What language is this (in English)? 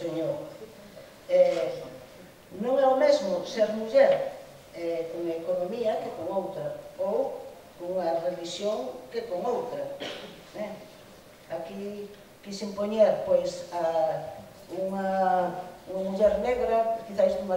Galician